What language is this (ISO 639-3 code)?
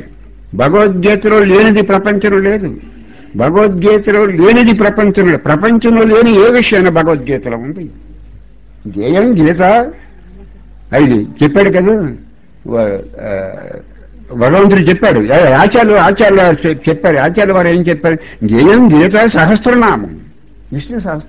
tel